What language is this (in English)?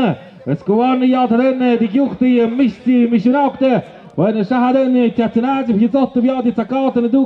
Tlahuitoltepec Mixe